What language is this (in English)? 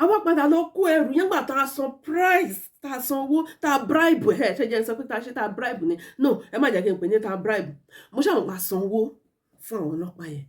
Yoruba